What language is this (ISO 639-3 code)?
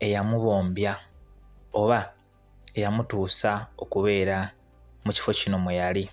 lug